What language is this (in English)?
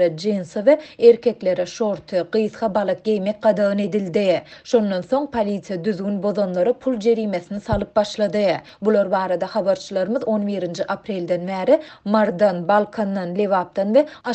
Turkmen